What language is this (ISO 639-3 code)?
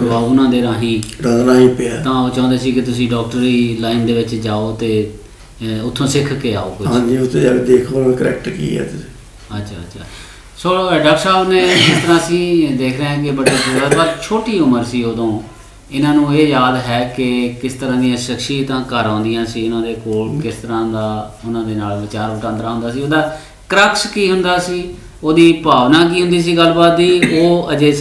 pan